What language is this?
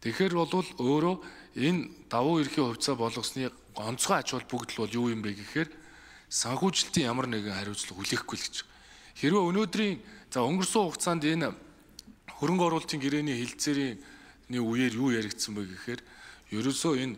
Mongolian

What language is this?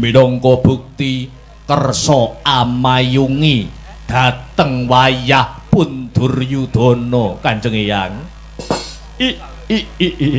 Javanese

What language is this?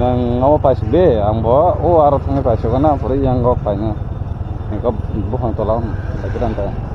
Kok Borok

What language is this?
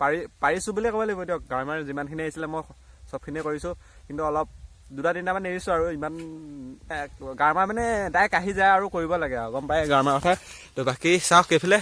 Assamese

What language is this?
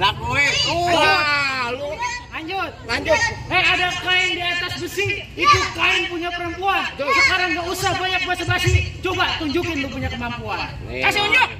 Betawi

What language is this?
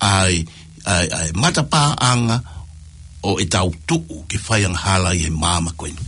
Tongan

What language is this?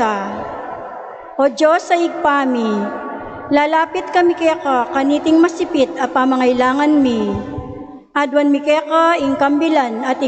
Pampanga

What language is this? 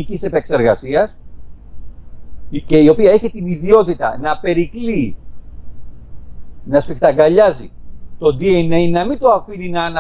Greek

